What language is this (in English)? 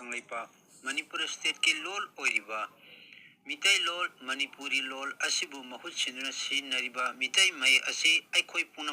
Manipuri